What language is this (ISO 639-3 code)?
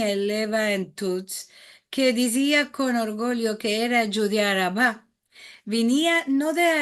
lad